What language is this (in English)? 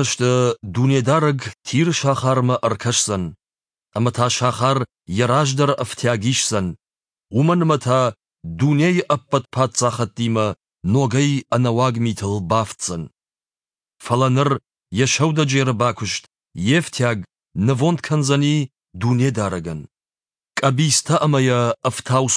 Ossetic